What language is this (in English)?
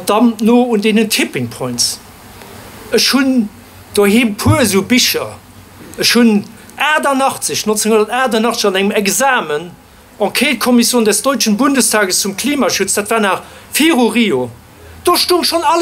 Luxembourgish